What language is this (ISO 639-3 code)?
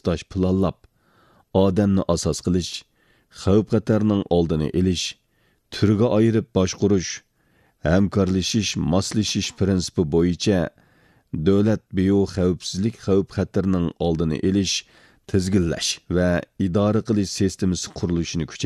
uig